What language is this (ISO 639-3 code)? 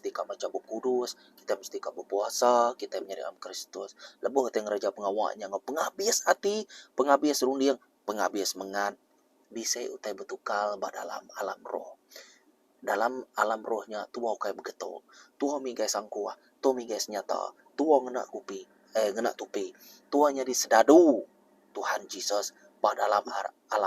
iba